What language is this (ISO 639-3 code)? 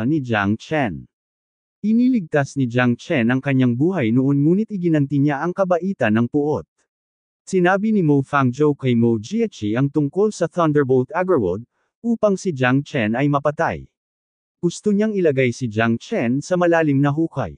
fil